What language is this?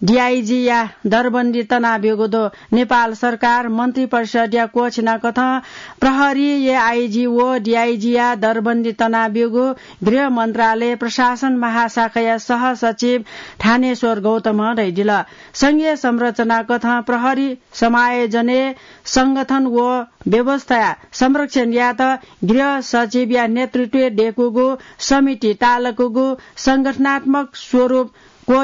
Newari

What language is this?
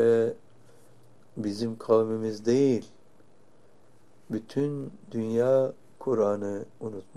Turkish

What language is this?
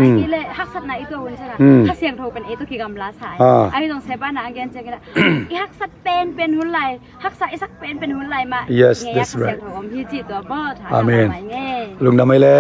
Tedim Chin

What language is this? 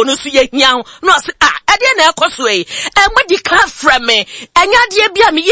Akan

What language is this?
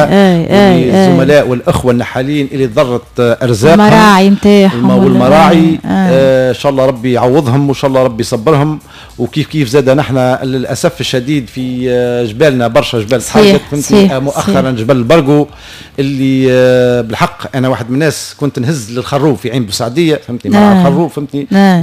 Tunisian Arabic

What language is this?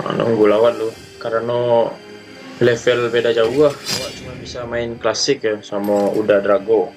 Minangkabau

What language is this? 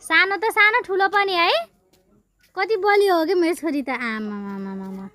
Nepali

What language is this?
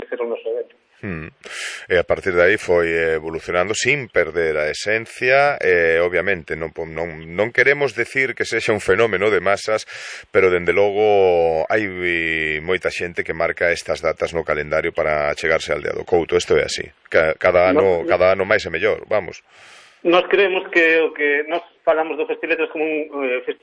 Galician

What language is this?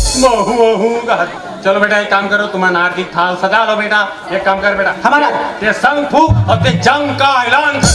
Chhattisgarhi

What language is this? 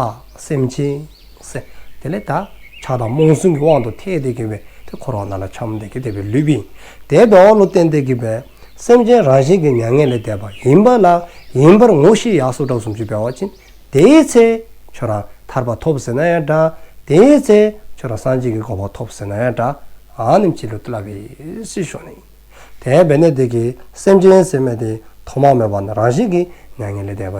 Dzongkha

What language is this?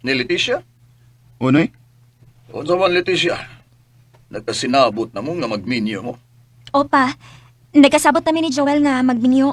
Cebuano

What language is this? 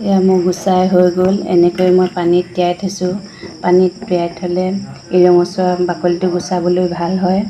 Assamese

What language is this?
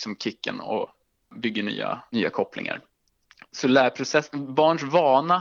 Swedish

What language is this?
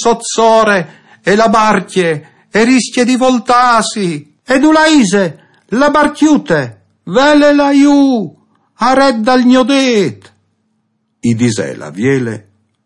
Friulian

